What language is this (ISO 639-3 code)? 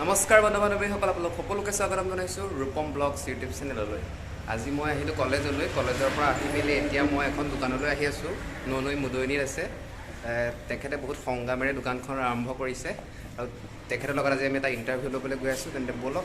asm